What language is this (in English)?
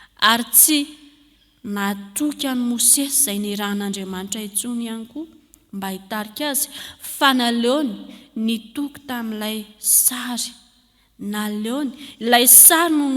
Malagasy